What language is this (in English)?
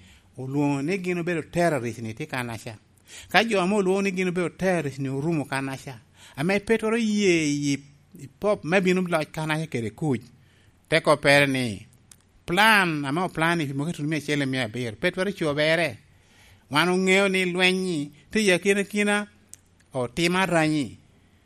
Lango (Uganda)